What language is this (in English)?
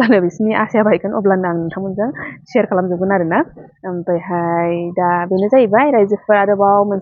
Bodo